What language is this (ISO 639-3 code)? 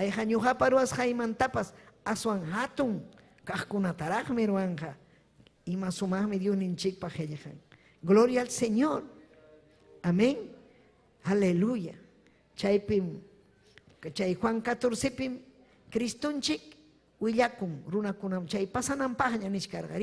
quy